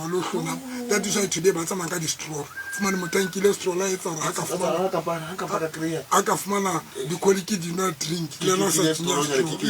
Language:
Tswana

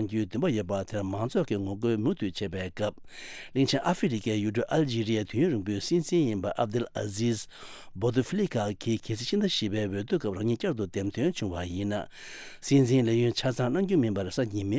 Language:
Tibetan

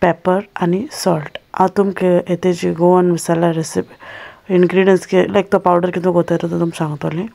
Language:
Konkani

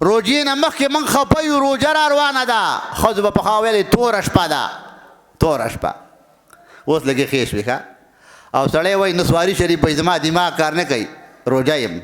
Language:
Pashto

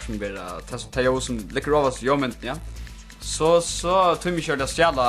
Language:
Faroese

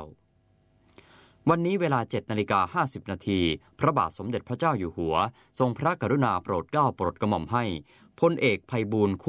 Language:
Thai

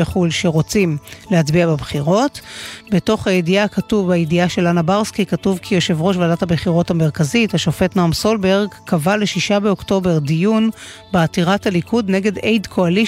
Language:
Hebrew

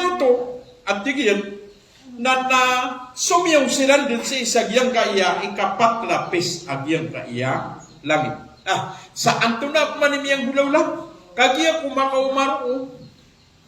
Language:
Maranao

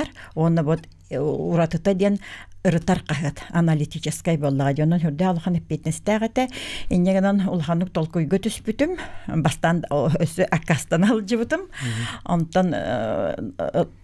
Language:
Yakut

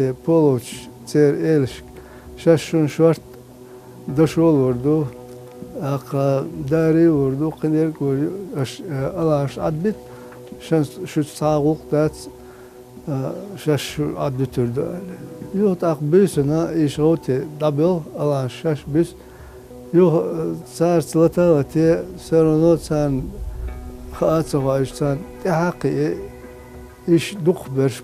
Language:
Chechen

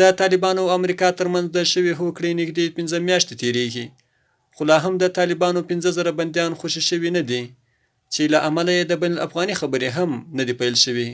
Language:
Pashto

